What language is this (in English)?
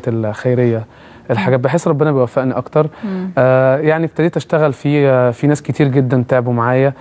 Egyptian Arabic